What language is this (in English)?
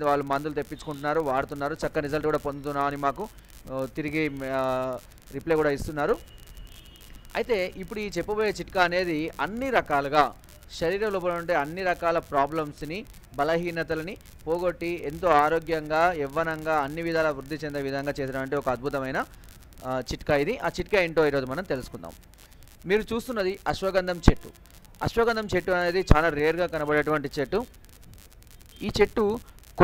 Telugu